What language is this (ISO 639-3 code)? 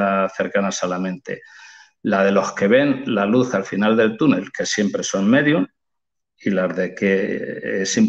spa